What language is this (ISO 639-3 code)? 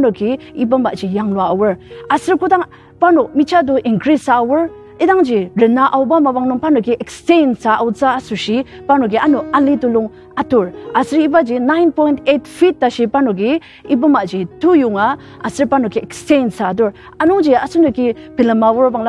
njo